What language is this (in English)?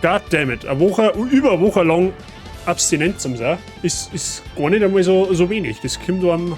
Bavarian